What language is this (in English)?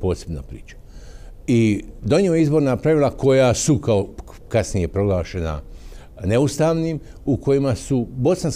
Bosnian